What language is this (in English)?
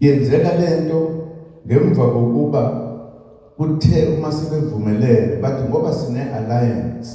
Zulu